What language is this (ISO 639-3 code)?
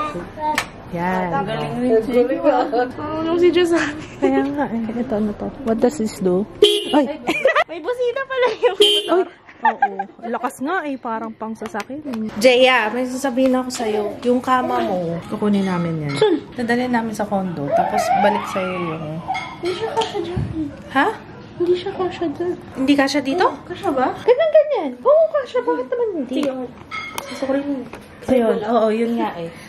fil